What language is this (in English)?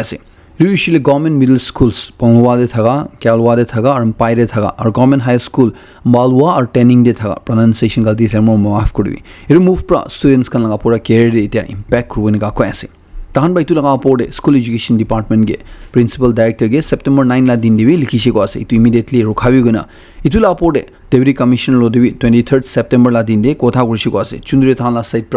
Naga Pidgin